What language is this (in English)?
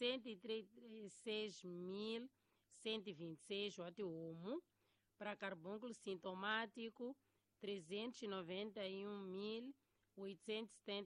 Tsonga